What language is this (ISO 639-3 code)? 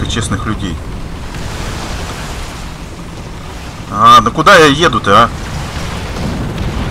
rus